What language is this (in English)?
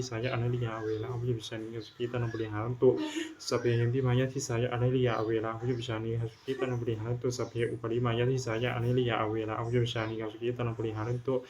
Pali